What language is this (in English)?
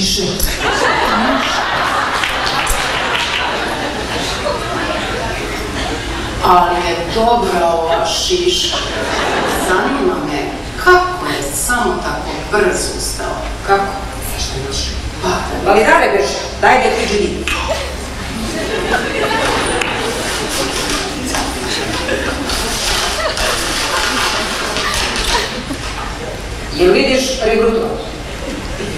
Serbian